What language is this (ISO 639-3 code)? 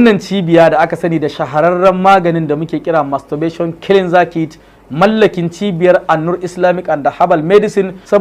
hau